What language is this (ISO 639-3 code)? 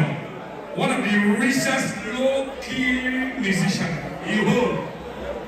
pcm